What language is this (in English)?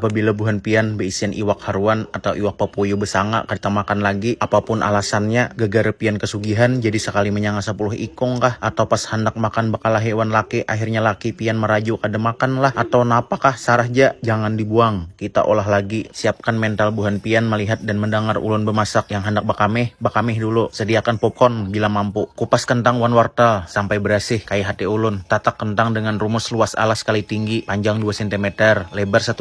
Banjar